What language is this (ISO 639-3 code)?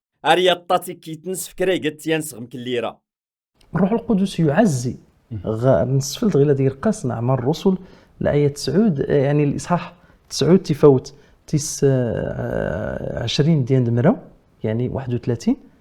kab